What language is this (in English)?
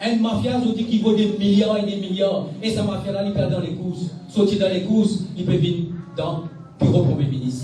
Morisyen